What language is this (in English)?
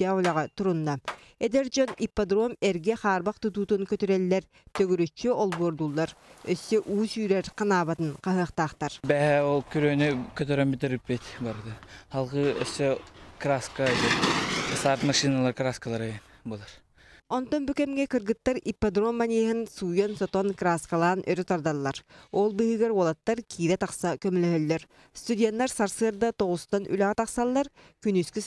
Yakut